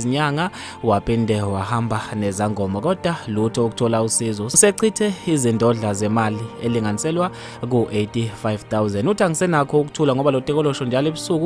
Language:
Zulu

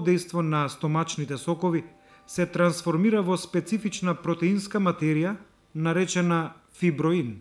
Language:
Macedonian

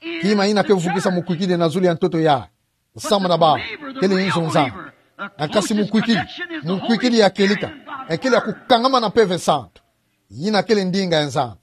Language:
Kituba (Democratic Republic of Congo)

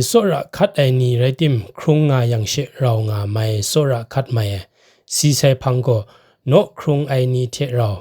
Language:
Kachin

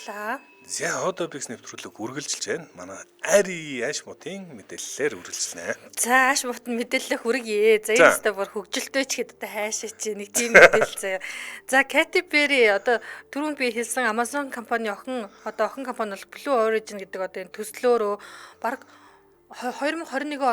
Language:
Mongolian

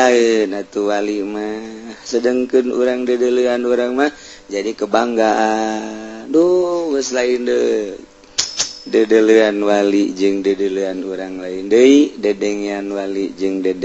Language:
Sundanese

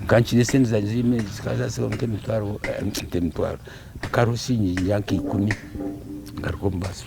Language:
Nyankole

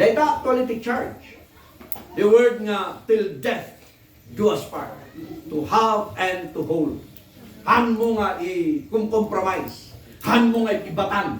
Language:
Iloko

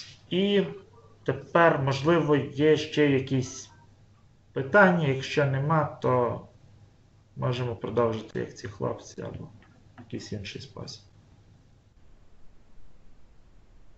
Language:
Ukrainian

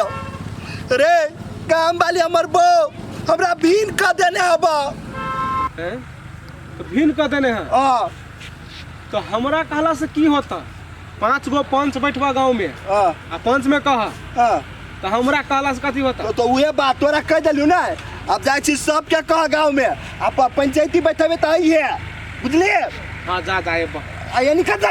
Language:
Maithili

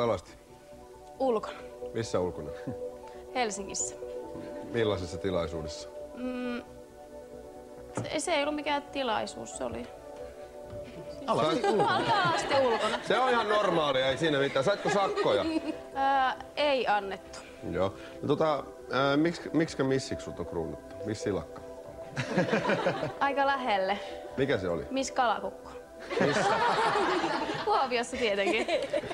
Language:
Finnish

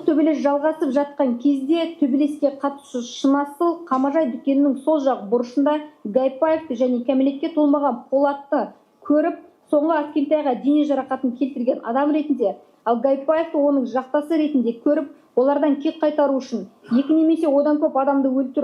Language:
Kazakh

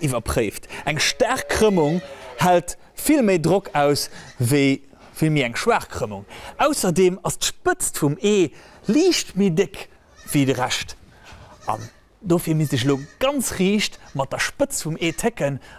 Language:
Luxembourgish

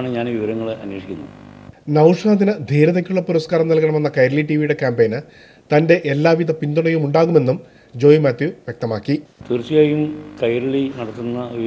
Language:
Malayalam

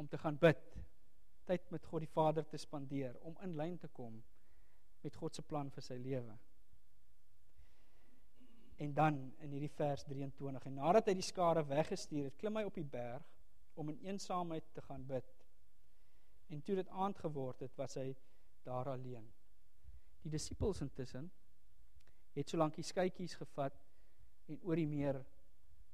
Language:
Afrikaans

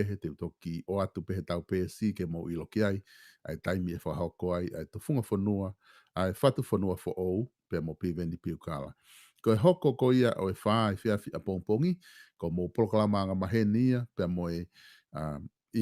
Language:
Tongan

